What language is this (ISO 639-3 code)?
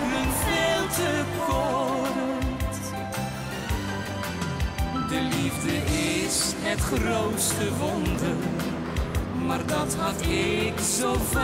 nld